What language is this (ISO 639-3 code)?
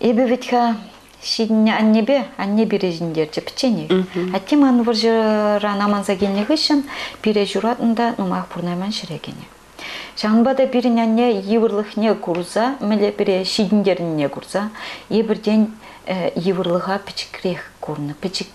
chv